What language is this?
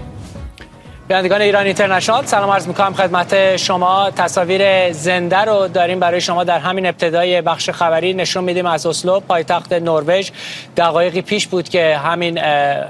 Persian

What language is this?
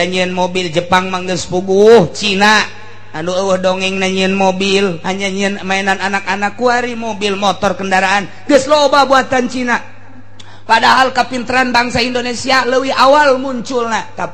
Sundanese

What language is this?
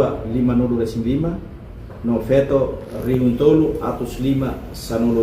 Tetum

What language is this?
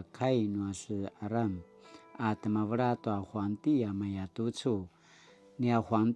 Paiwan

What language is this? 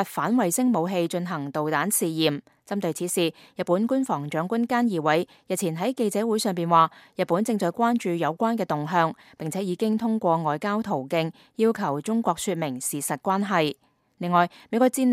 Cantonese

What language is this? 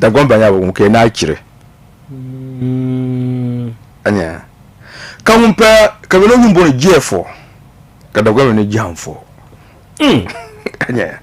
Dagbani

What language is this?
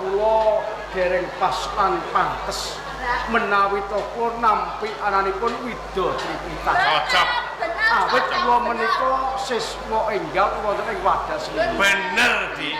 Javanese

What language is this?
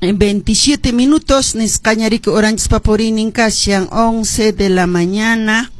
Quechua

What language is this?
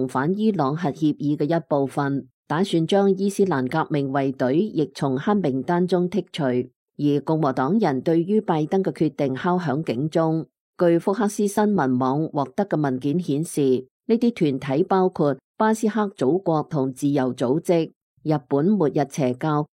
Cantonese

